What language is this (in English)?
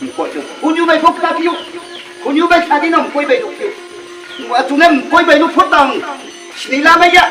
Riang (India)